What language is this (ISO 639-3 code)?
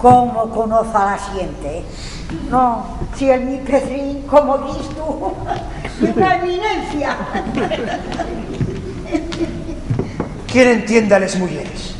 ast